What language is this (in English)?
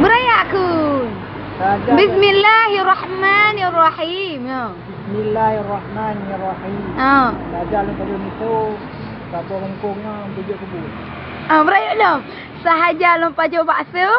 Achinese